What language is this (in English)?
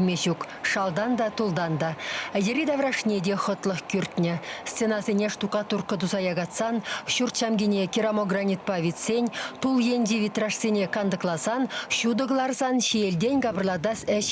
Chuvash